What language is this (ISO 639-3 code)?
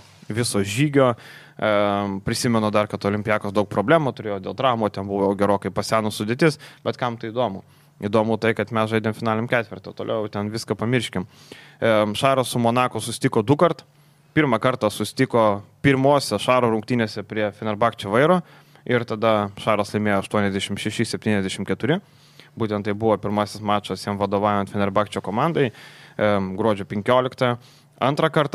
lit